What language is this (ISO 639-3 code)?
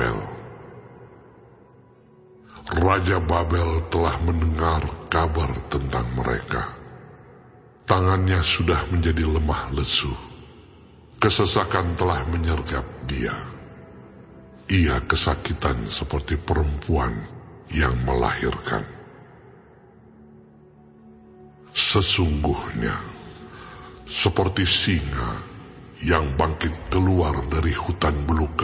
ind